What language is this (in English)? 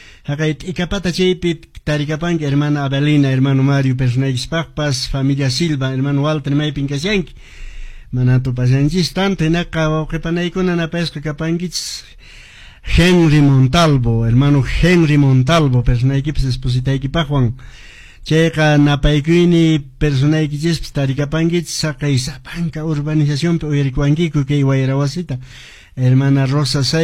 Quechua